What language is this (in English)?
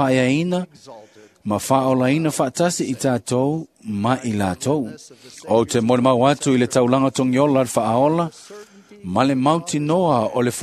Samoan